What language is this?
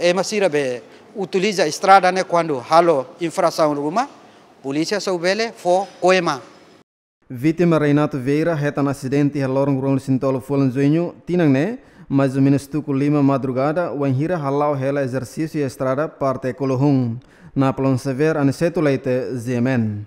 Tetum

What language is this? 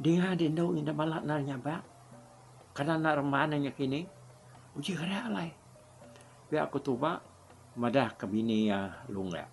Iban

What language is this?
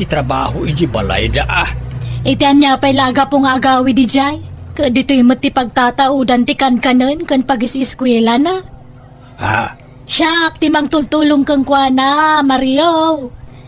Iloko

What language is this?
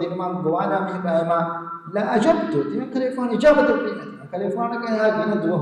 Divehi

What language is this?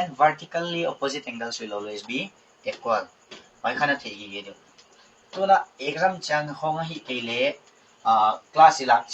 Paite Chin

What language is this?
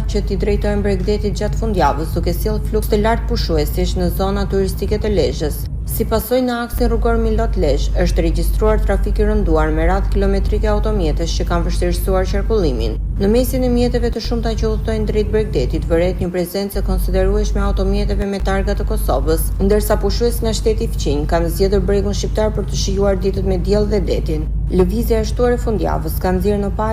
Albanian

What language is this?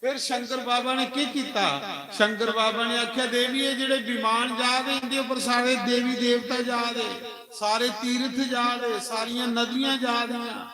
Dogri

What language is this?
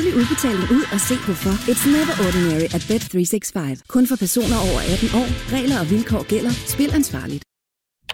Danish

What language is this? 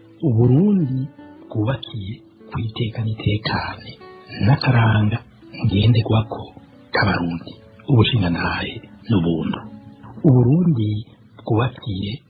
Rundi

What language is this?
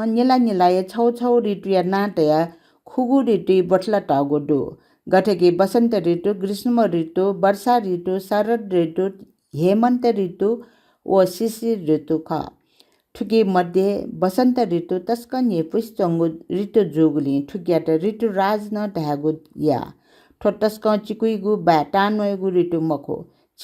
Newari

